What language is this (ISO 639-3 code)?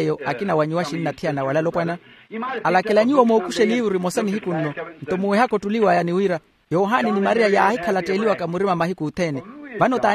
vmw